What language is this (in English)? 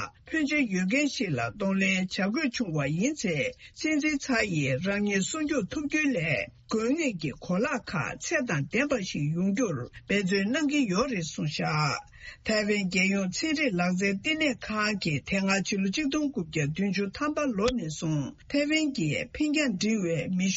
Tibetan